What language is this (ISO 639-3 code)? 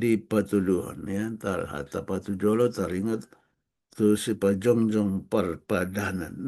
bbc